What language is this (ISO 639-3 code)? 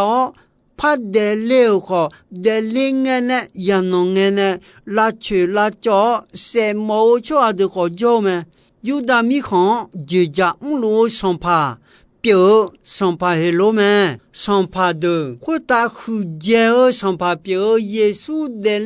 ahk